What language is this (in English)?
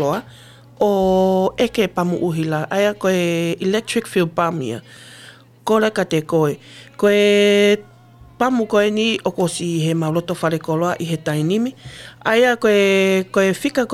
Tongan